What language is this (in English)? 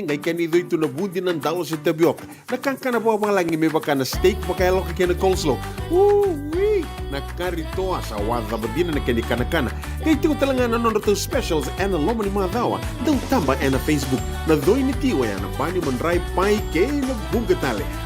Fijian